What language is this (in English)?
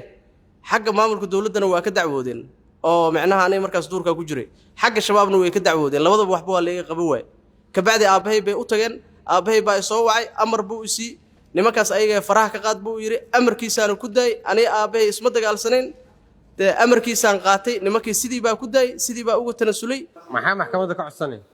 Somali